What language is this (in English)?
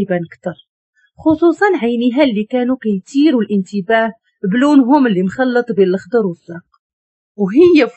Moroccan Arabic